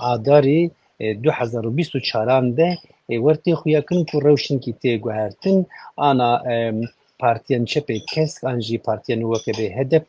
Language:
Kurdish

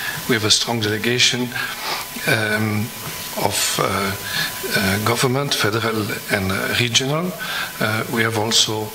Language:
English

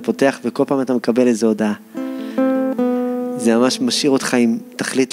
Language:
Hebrew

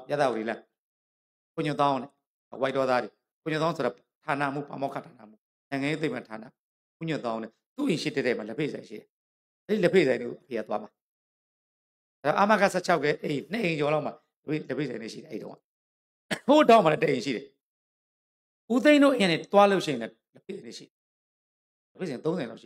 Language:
Burmese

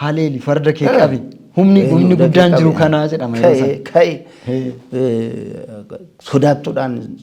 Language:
Oromo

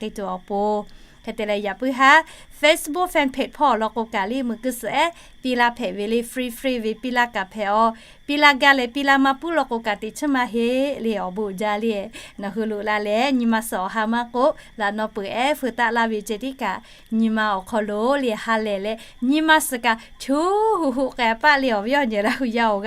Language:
Lahu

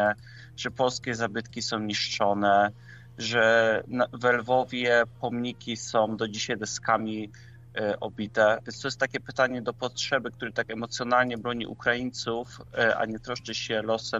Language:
Polish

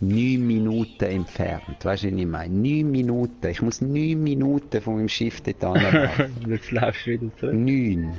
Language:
Swiss German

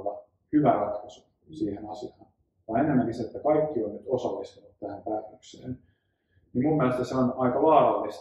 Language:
Finnish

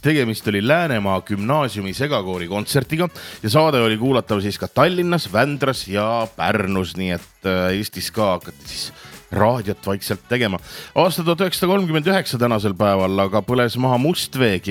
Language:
Estonian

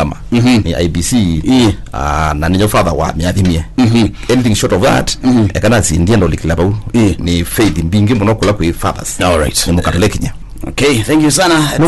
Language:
Kamba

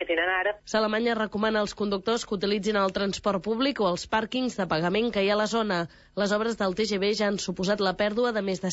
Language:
Catalan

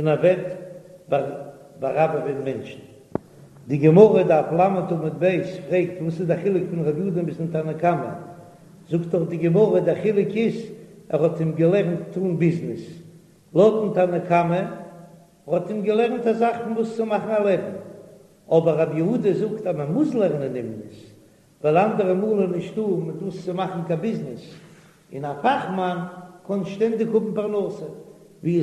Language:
Yiddish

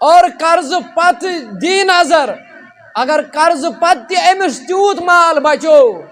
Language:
Kashmiri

